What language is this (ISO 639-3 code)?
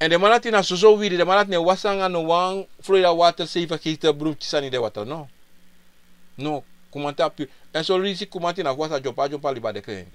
srn